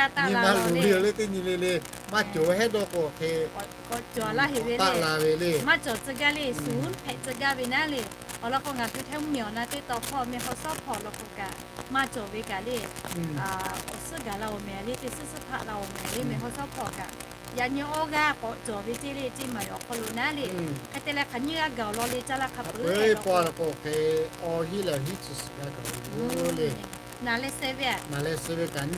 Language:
Lahu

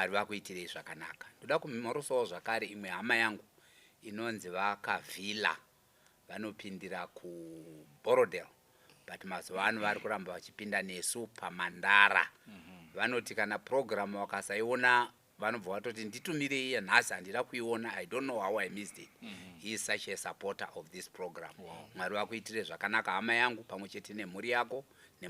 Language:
Shona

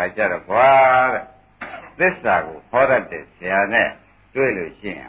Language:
Burmese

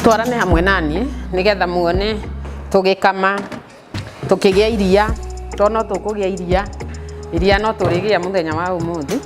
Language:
Kikuyu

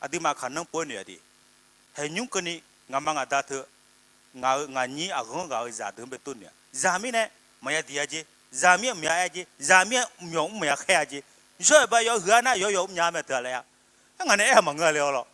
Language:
Akha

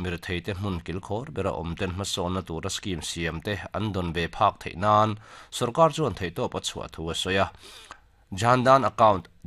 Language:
Mizo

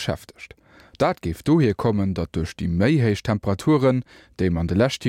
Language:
Luxembourgish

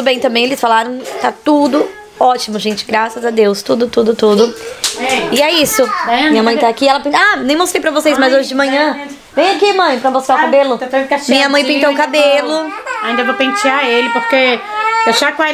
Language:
Portuguese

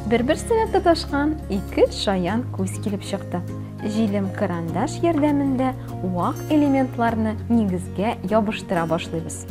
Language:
Tatar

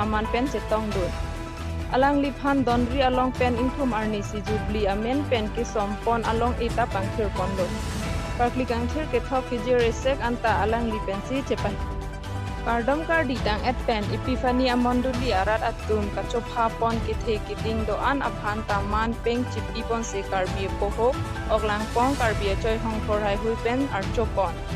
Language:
Karbi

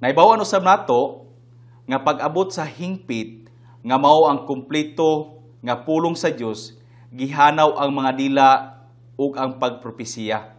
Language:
Cebuano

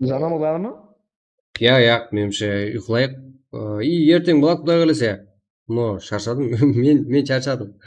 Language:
Kara-Kalpak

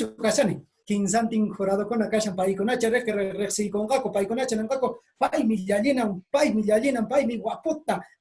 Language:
Quechua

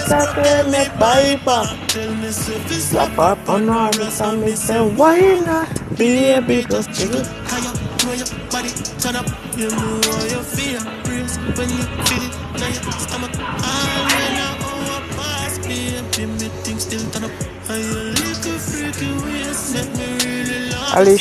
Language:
Jamaican Creole English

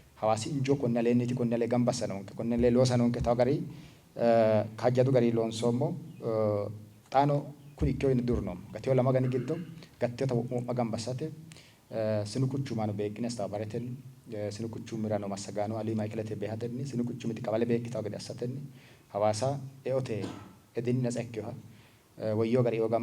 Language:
Sidamo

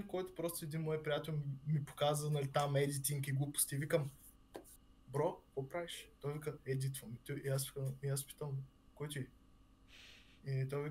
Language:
Bulgarian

